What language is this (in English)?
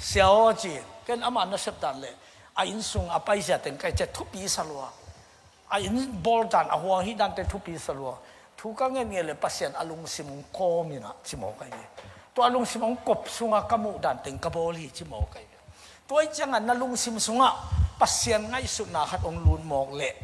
Tedim Chin